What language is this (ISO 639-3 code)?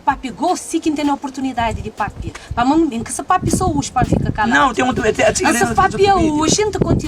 kea